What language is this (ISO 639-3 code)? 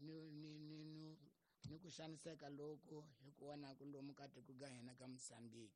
tso